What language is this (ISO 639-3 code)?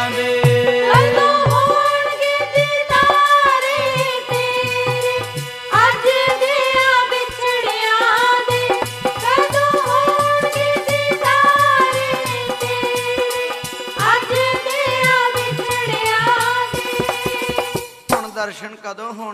pan